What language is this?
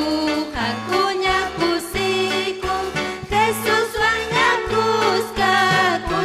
Ayacucho Quechua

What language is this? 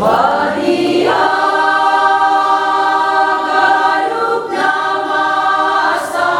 Batak Simalungun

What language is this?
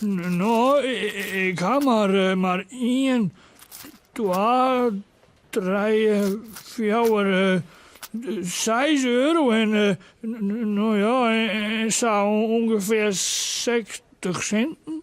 Western Frisian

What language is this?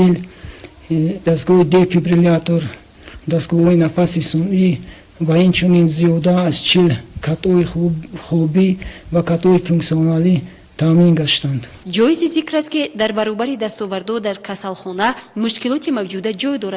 Tajik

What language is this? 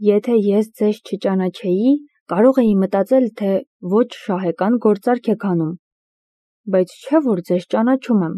Armenian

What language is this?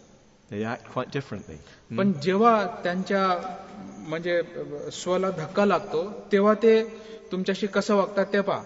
Marathi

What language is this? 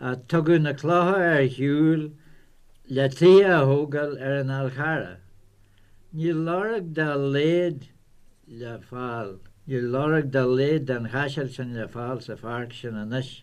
Irish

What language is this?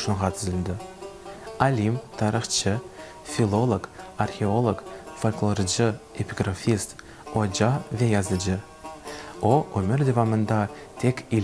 Crimean Tatar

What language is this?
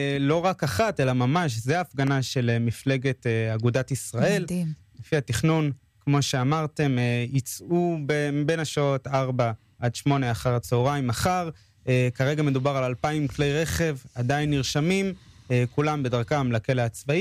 Hebrew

